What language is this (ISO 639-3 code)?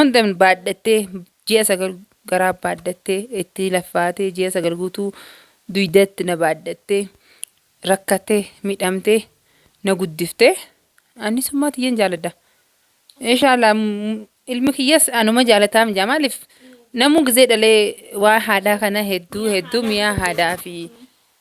orm